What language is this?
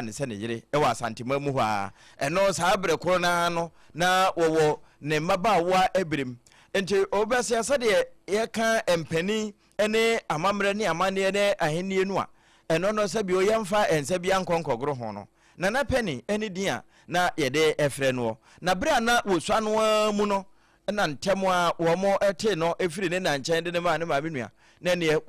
Akan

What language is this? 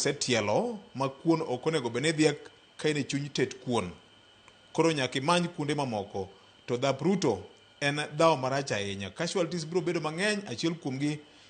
Luo (Kenya and Tanzania)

